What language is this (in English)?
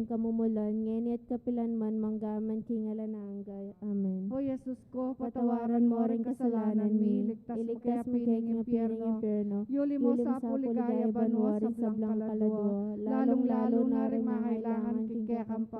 Pampanga